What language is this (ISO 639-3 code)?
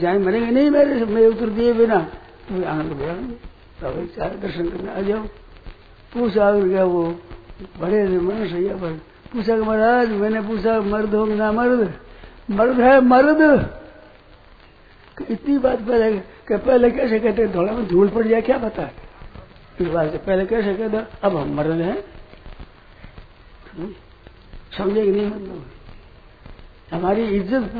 hin